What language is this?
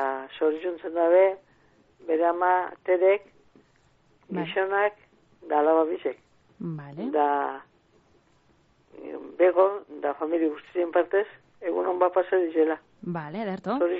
Basque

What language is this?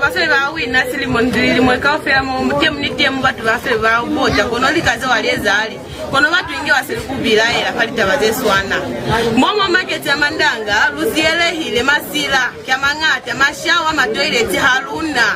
Lozi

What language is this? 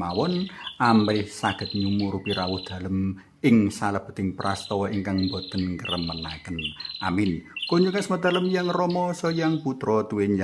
Javanese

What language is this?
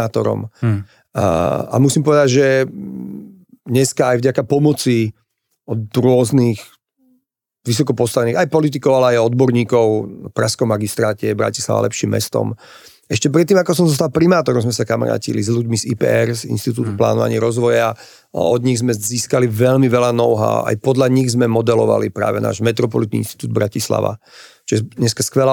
Slovak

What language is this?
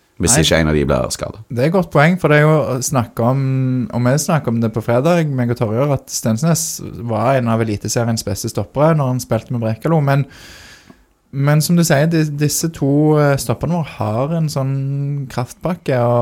Norwegian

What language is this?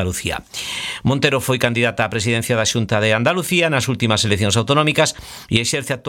Galician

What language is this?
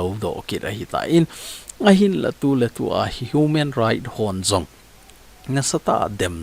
Thado Chin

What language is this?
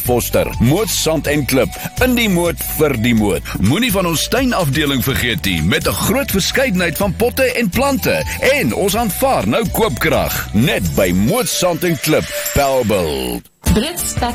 Afrikaans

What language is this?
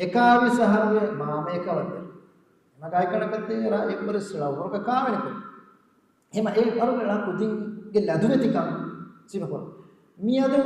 Divehi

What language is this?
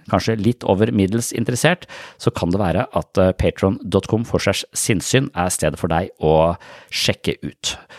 Norwegian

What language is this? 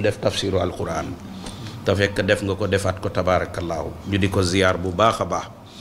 Wolof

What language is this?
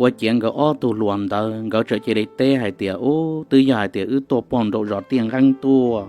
Hmong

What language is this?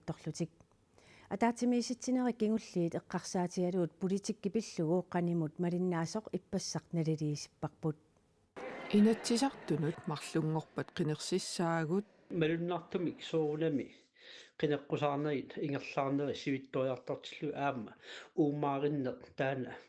Kalaallisut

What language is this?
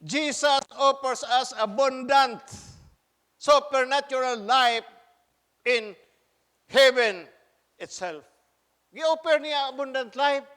Cebuano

